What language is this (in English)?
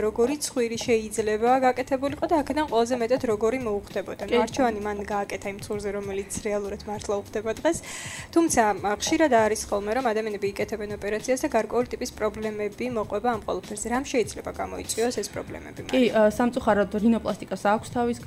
Georgian